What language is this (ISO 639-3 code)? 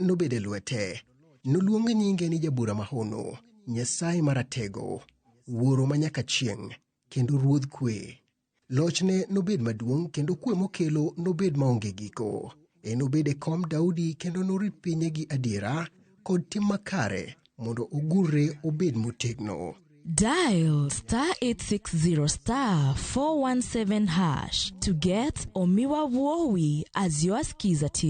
luo